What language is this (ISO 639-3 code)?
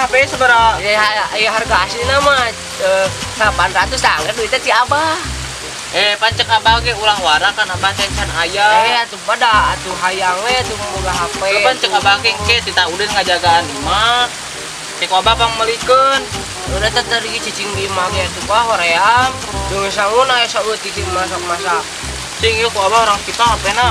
sun